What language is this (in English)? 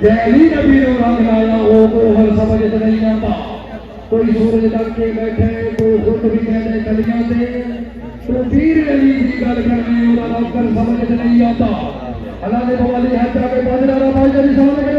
Saraiki